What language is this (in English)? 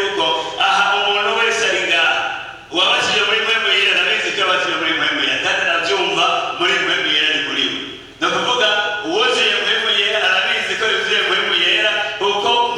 Rundi